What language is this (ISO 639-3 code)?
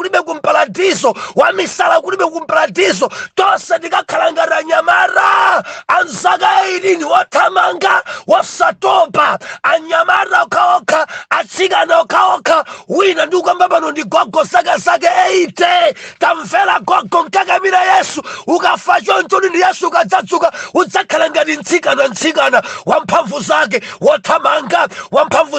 nya